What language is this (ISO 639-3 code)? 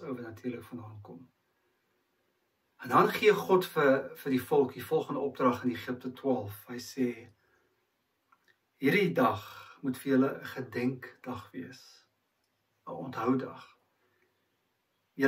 afr